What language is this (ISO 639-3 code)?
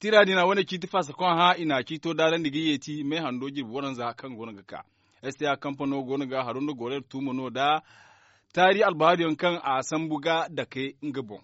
dje